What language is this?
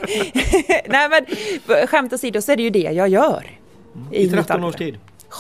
Swedish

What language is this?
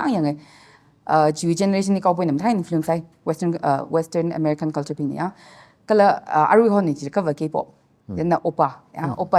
Tangkhul Naga (India)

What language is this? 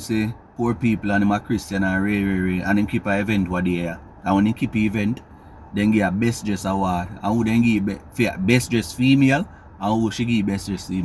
Jamaican Creole English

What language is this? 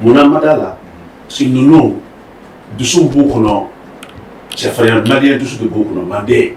Bambara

